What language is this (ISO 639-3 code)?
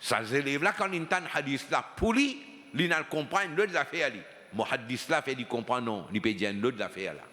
mfe